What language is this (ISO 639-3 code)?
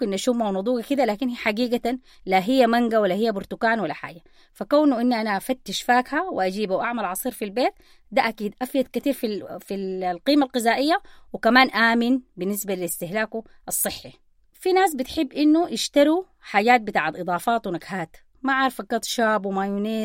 apd